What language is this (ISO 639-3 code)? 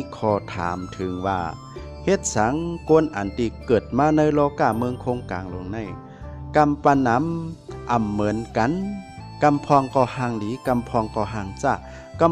shn